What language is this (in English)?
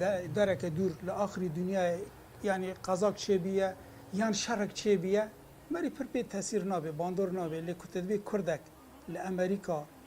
Kurdish